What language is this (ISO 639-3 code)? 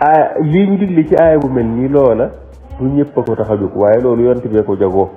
wol